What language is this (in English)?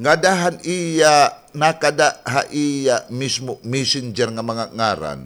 Waray